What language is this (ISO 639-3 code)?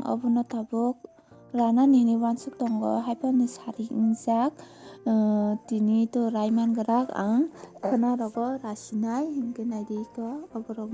trp